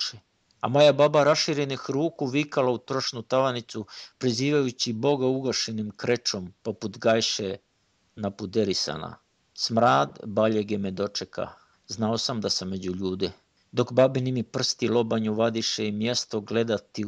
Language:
Serbian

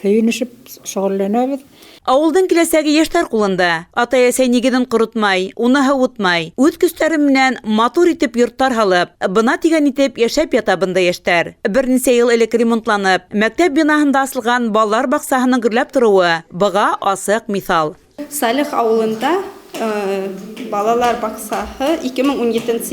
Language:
Bashkir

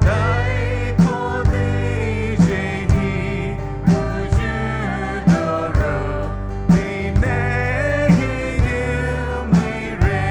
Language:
Poumei Naga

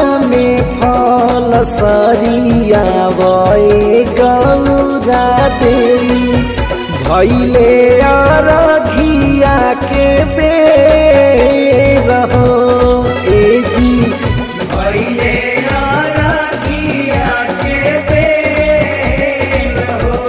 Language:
Bhojpuri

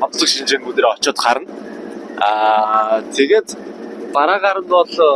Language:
Mongolian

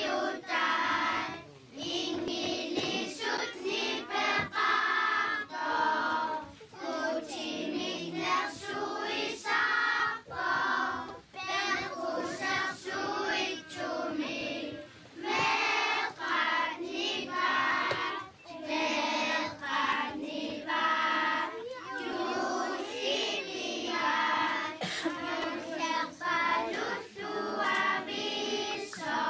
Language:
Kalaallisut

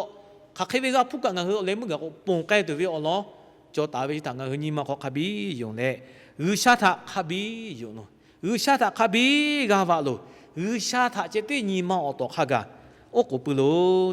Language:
Lahu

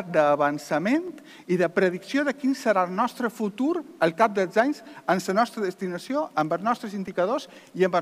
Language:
Catalan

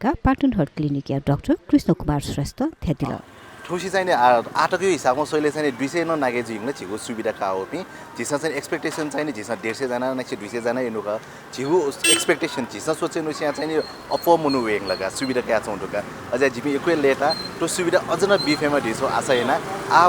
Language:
Newari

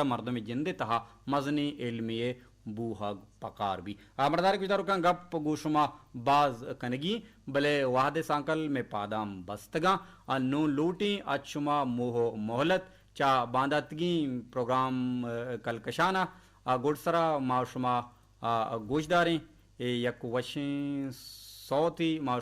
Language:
Baluchi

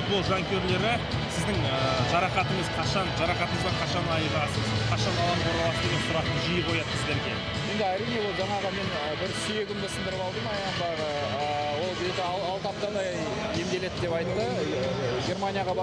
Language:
Kazakh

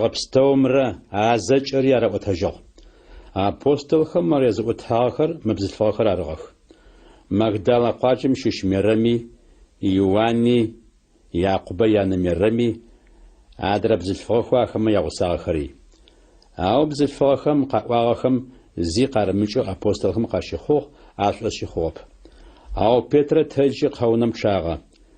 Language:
Adyghe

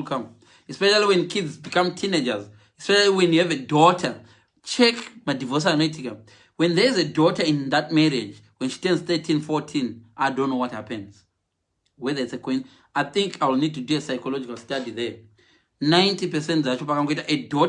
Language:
Shona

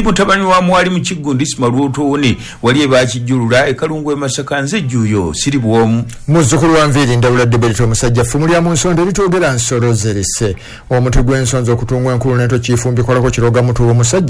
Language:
Ganda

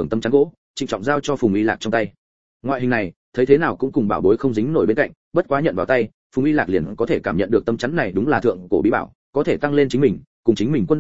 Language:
Vietnamese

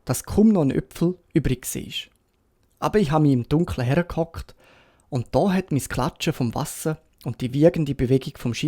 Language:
Swiss German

